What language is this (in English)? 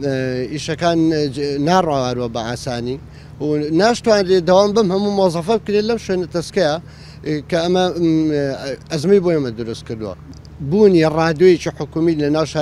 Central Kurdish